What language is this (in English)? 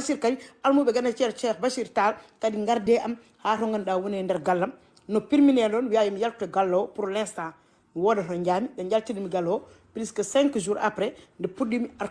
Fula